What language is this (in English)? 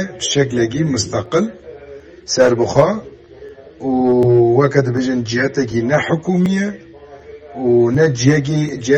Kurdish